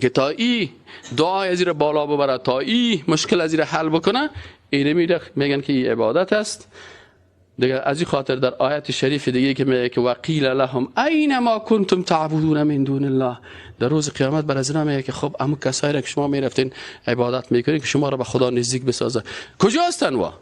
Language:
Persian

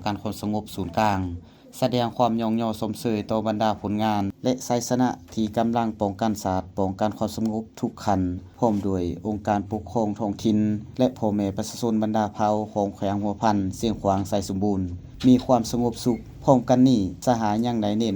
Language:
Lao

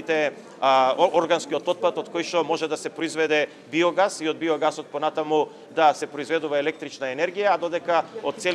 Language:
Macedonian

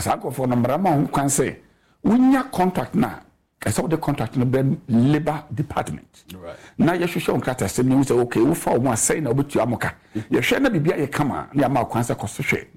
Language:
Akan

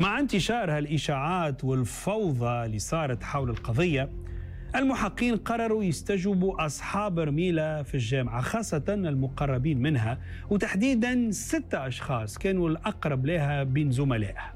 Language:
Tunisian Arabic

